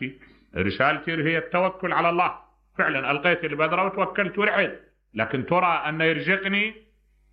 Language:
Mesopotamian Arabic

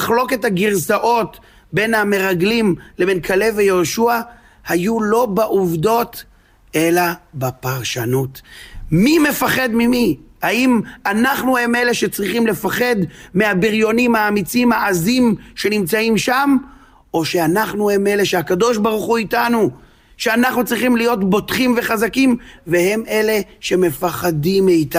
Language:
Hebrew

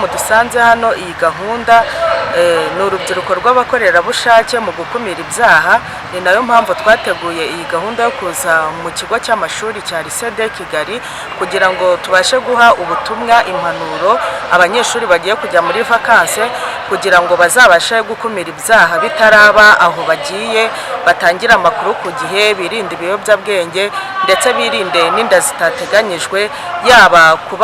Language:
Kinyarwanda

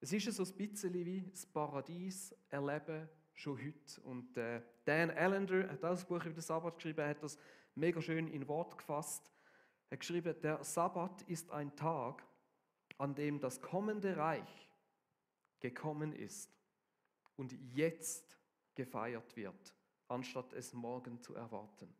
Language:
Swiss German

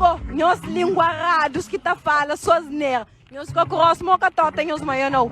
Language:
Kabuverdianu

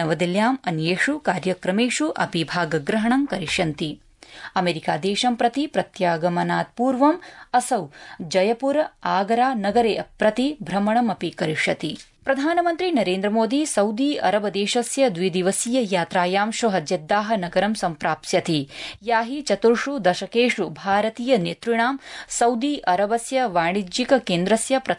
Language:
Sanskrit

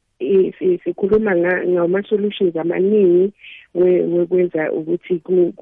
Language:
South Ndebele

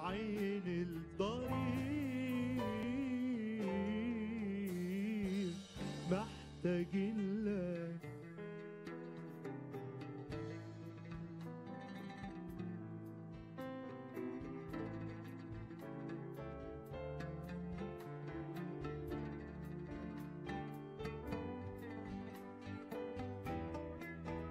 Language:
Egyptian Arabic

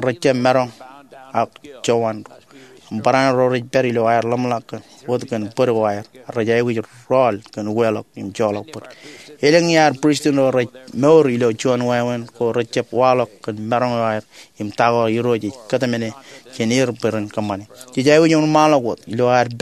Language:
Marshallese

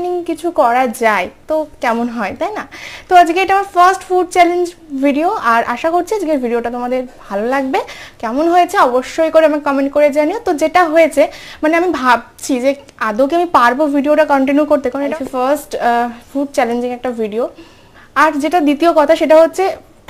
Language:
Bangla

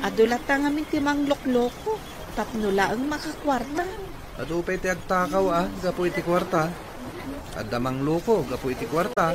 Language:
Iloko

